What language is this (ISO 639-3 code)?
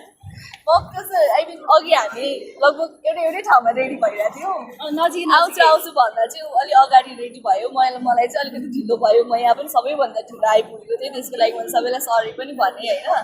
nep